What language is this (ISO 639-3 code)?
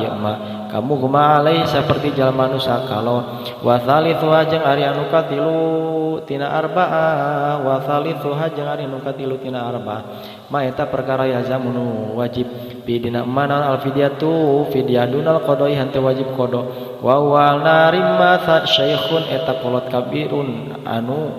sun